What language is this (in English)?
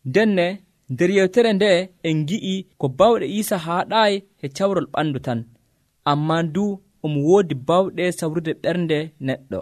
Nigerian Fulfulde